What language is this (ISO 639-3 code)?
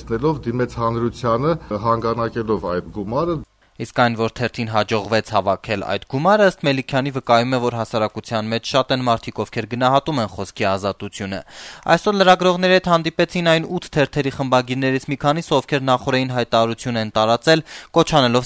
hye